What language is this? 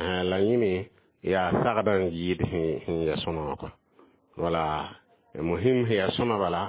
Mossi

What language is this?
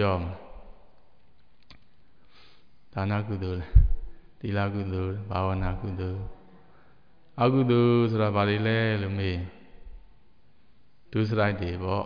Burmese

